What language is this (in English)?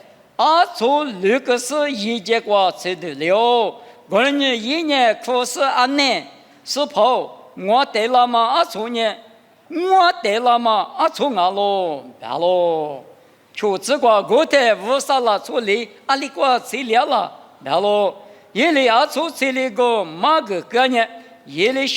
Lisu